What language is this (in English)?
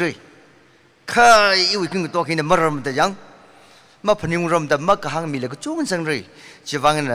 Tangkhul Naga (India)